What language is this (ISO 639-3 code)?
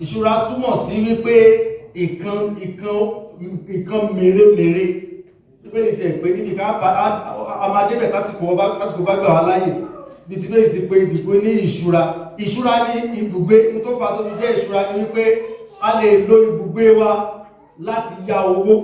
yor